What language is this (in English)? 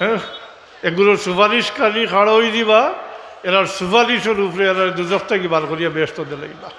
Sylheti